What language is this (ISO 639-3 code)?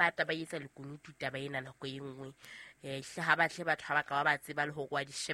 sot